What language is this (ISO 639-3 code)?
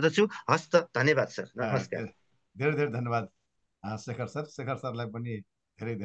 nep